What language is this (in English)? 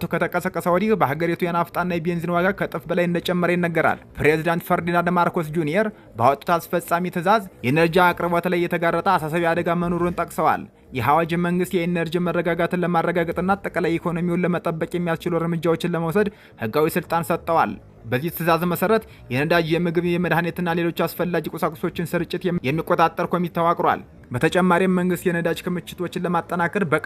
Amharic